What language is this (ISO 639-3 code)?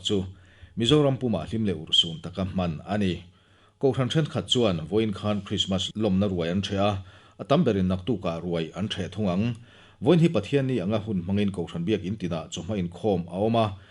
lus